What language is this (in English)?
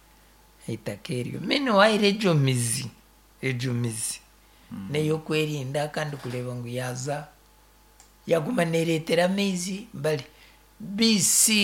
Nyankole